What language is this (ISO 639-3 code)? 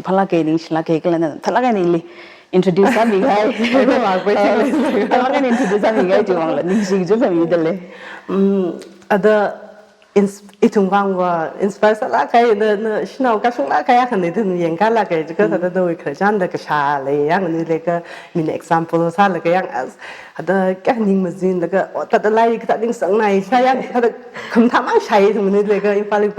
nmf